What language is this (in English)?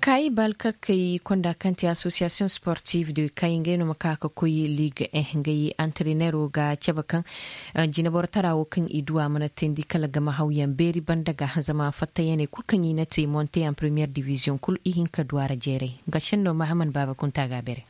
Zarma